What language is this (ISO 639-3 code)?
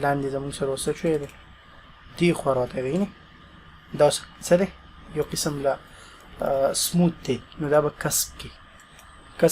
pus